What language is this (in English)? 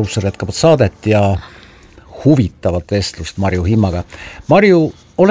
Estonian